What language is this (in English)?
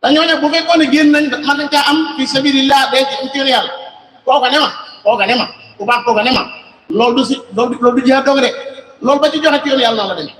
Wolof